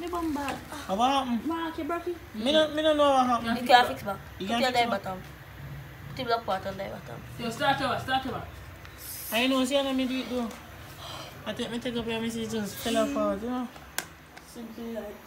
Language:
Jamaican Creole English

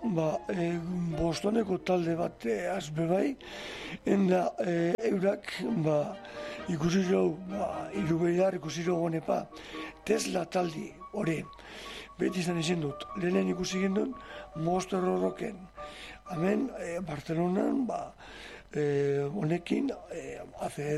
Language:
Basque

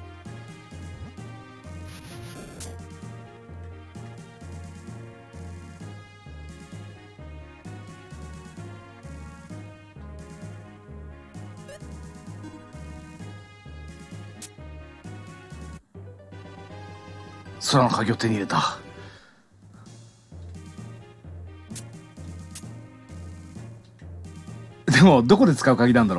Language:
Japanese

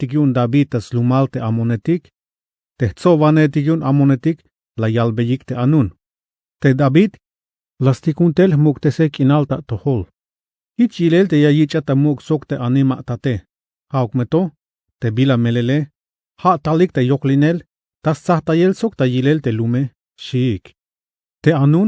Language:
Tzeltal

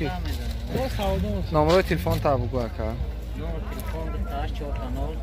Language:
Tajik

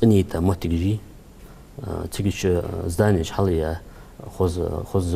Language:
Ingush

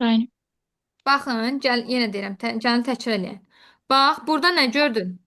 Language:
Azerbaijani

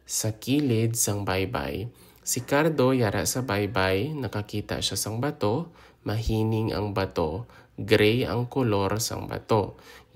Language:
Hiligaynon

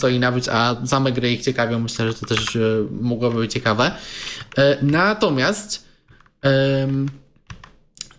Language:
Polish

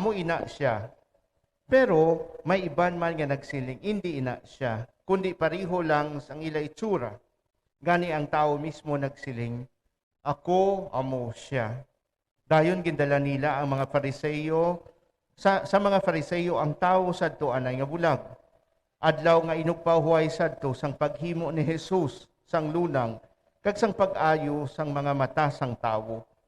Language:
Hiligaynon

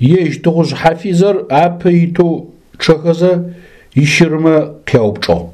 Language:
Adyghe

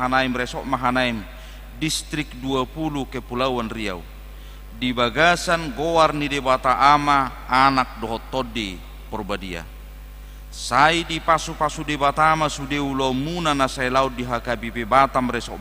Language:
Batak Toba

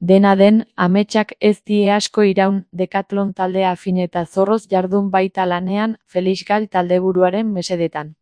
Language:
Basque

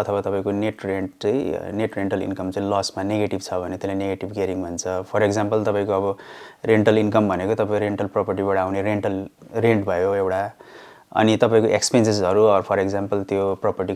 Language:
Nepali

